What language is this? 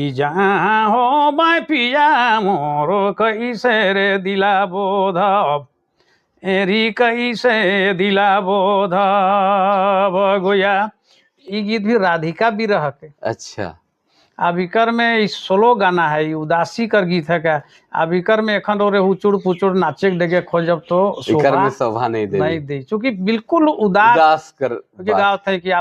Sadri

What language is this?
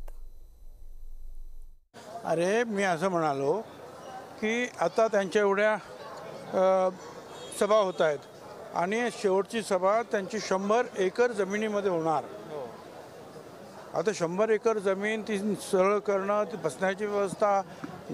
Marathi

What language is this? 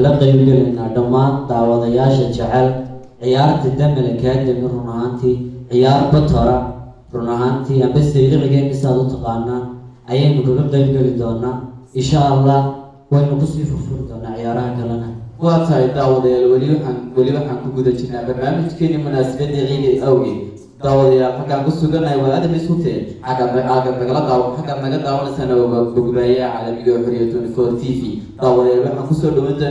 Somali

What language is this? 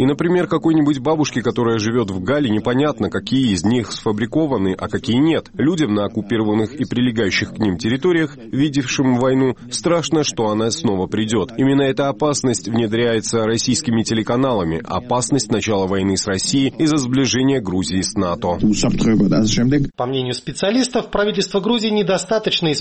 Russian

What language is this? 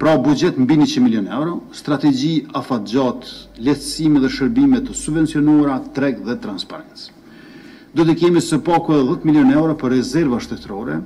Albanian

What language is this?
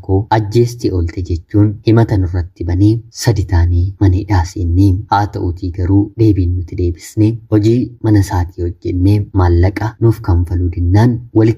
Oromo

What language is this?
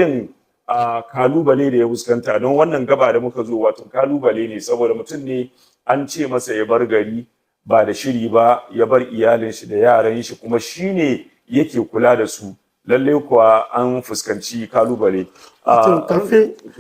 Hausa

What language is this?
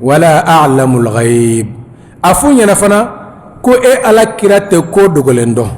Bambara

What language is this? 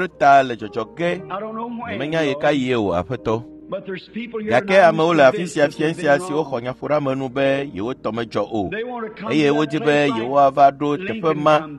Ewe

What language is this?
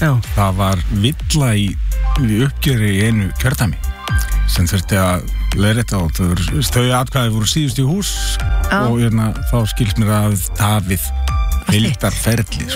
Icelandic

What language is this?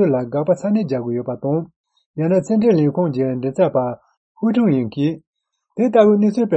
Tibetan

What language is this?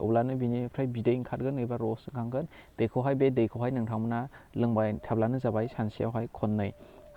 Bodo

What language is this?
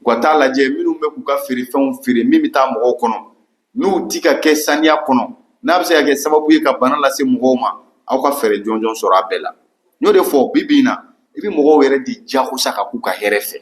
Bambara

